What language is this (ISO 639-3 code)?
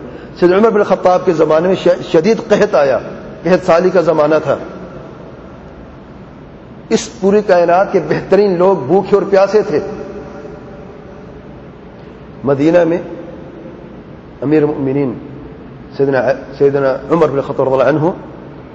urd